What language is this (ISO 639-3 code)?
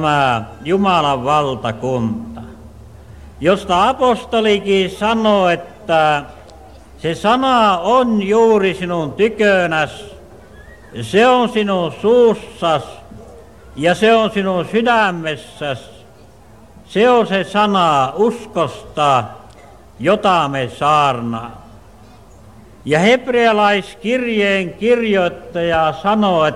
fin